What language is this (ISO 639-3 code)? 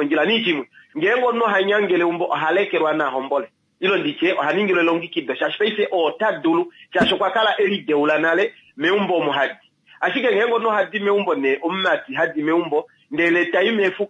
kua